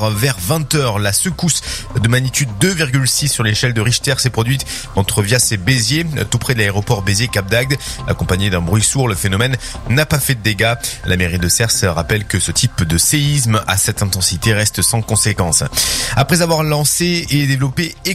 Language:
French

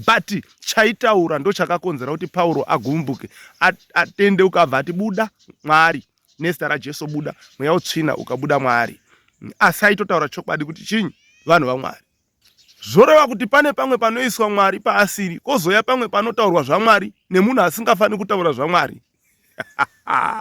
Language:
Shona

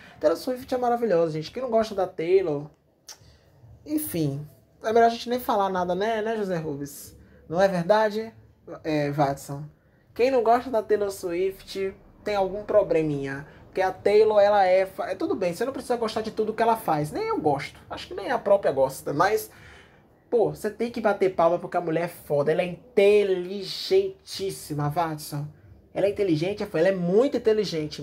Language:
Portuguese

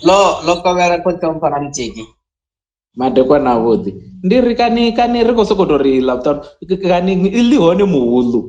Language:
Venda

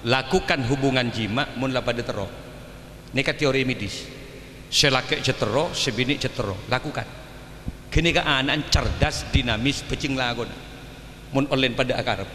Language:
Madurese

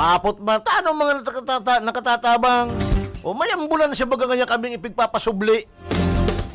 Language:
Bikol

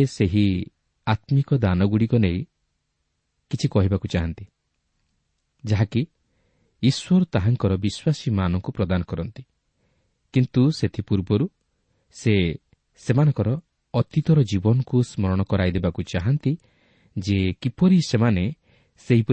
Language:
Odia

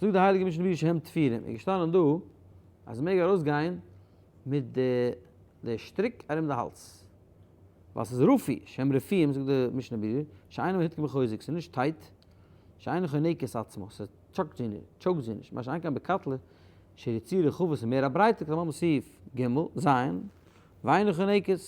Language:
Yiddish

